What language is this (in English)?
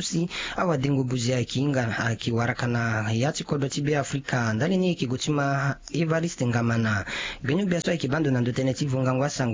Sango